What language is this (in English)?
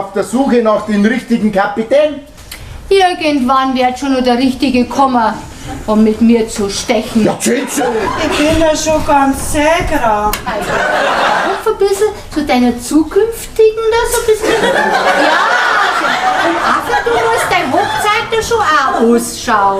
Bavarian